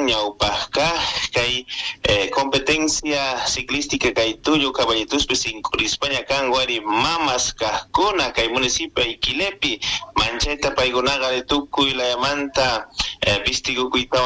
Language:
Quechua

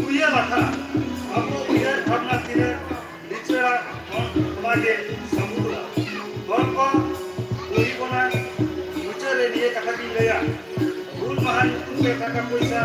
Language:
Santali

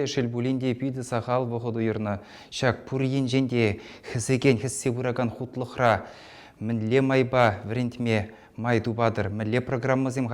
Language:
Chuvash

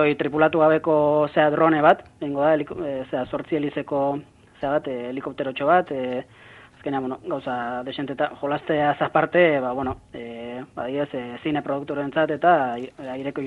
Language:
Basque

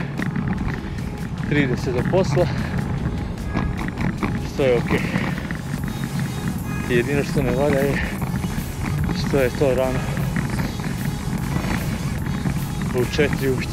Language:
Serbian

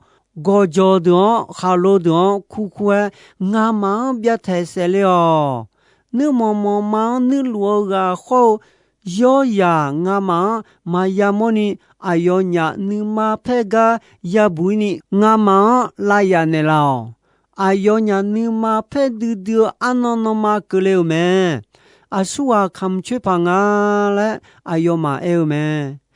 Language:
Akha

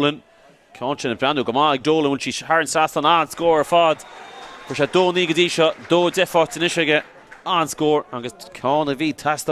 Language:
Irish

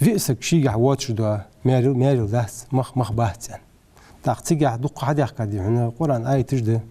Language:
Ingush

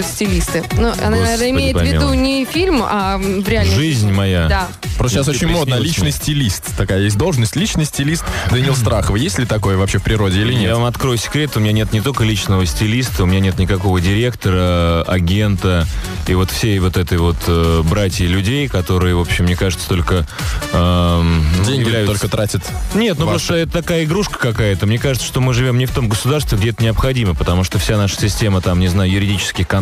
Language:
Russian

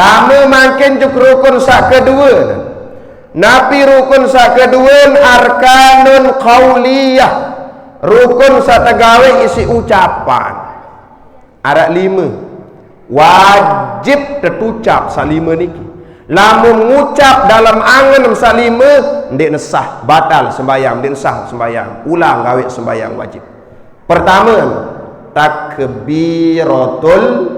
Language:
Sasak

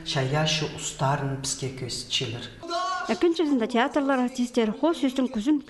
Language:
Khakas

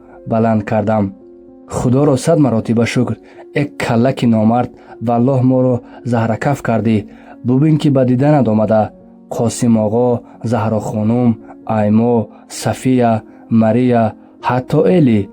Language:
Tajik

